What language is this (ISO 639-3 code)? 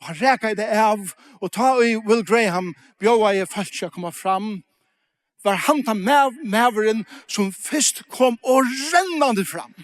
fao